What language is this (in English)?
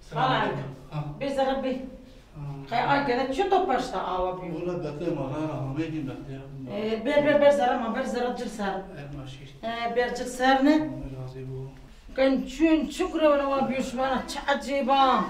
Zaza